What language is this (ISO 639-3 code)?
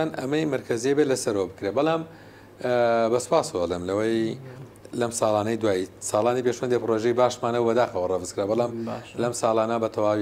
ckb